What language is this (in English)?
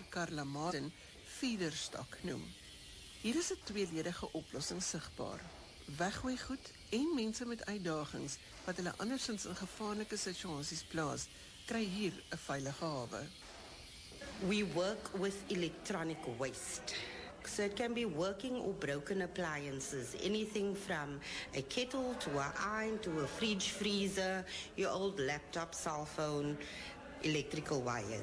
Afrikaans